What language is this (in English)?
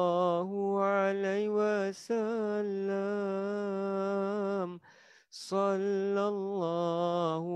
Malay